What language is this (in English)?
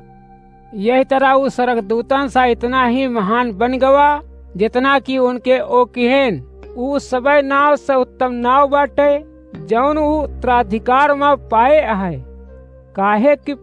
Awadhi